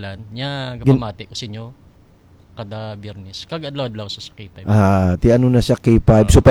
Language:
Hiligaynon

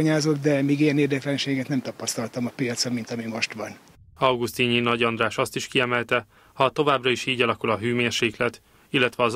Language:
Hungarian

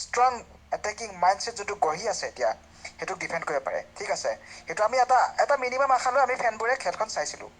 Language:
Assamese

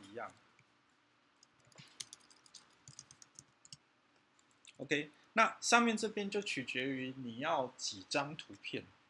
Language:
Chinese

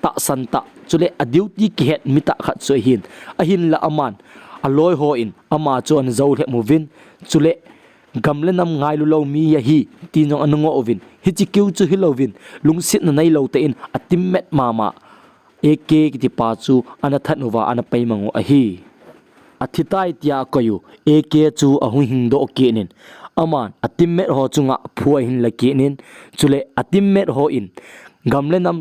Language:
Thado Chin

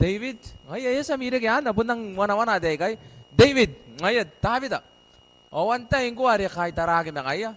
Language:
Gilbertese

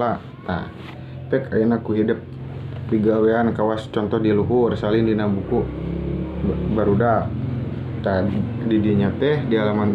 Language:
Sundanese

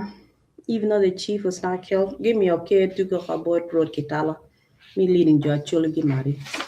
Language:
Acoli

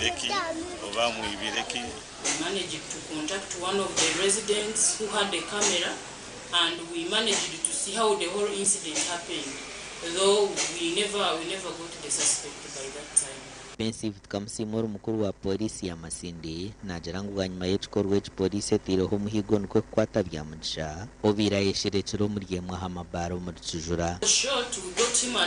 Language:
Nyankole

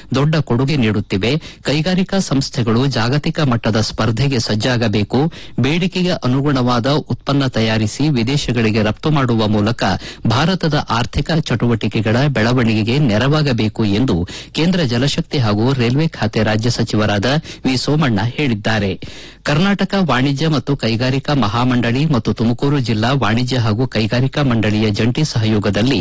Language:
Kannada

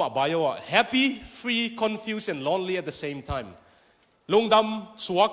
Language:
Tedim Chin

